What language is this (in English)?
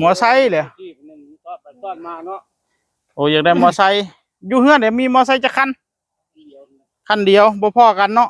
Northeastern Thai